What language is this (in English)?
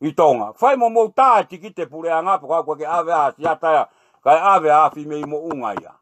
Tongan